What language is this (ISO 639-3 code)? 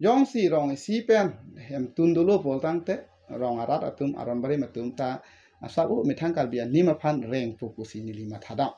mjw